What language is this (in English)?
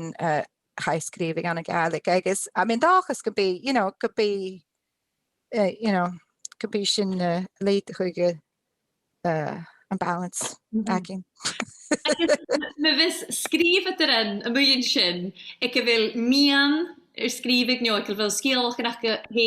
Scottish Gaelic